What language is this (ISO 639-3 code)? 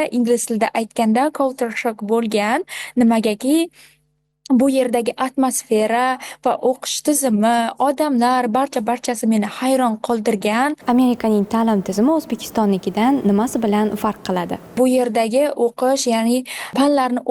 uzb